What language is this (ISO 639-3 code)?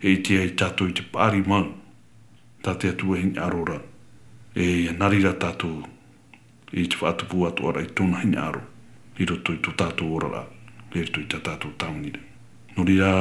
tah